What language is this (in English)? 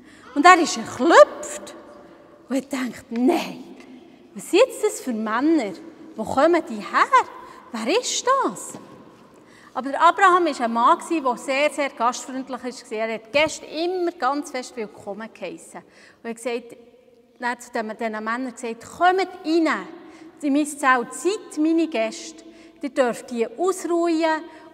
Swiss German